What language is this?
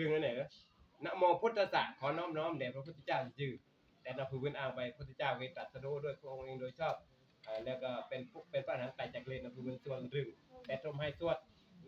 Northeastern Thai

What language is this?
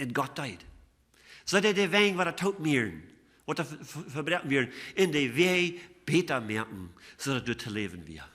Plautdietsch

